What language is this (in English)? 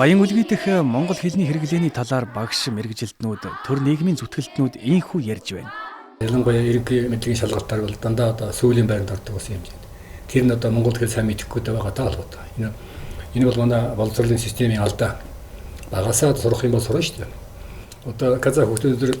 Mongolian